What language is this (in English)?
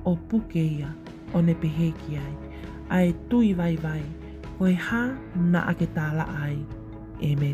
Tongan